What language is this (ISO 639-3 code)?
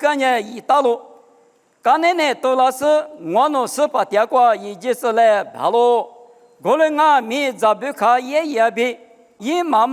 lis